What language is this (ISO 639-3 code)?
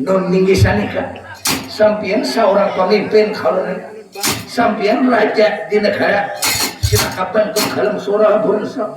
bjn